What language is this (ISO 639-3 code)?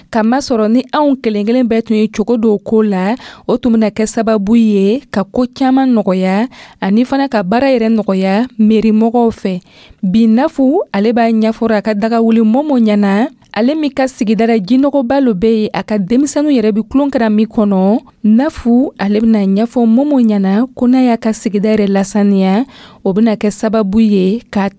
dyu